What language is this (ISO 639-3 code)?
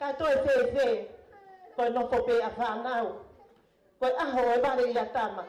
ton